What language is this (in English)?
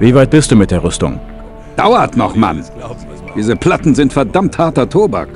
Bavarian